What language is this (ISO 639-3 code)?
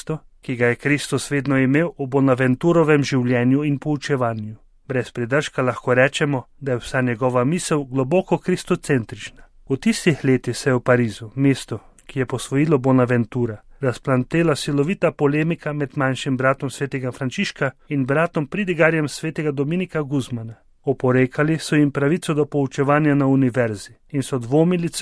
slv